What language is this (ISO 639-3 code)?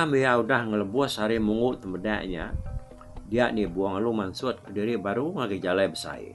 iba